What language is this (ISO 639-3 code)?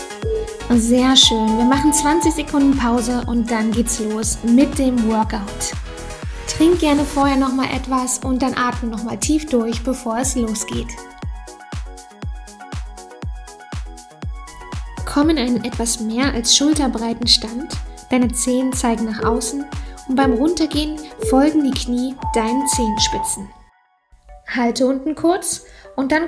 deu